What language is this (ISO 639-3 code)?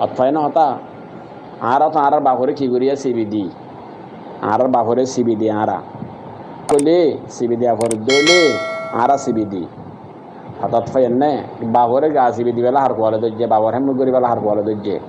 rhg